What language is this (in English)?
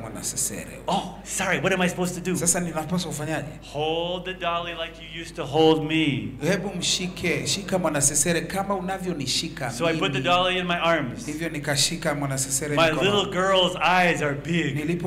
Swahili